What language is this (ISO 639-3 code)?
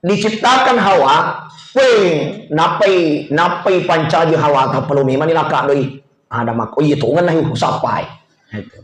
bug